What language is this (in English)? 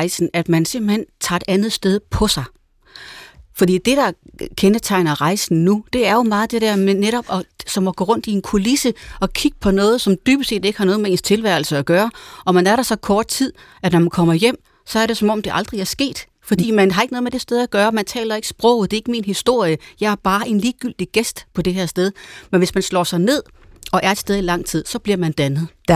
Danish